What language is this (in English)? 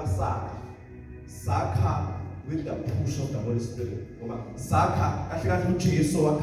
Zulu